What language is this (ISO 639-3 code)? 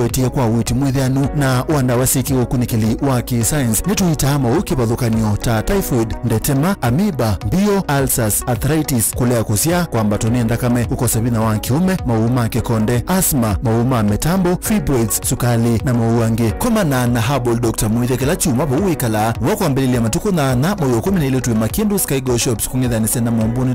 kam